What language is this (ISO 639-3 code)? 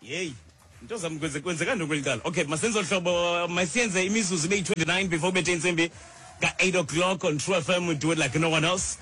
xho